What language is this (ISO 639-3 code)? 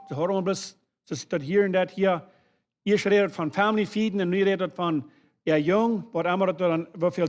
pdt